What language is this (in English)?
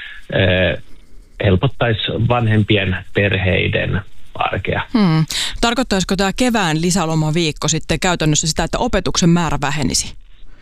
Finnish